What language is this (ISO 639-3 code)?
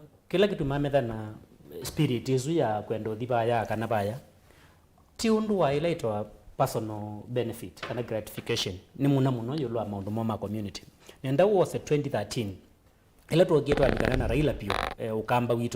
kam